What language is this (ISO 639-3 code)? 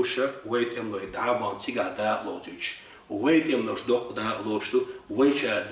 che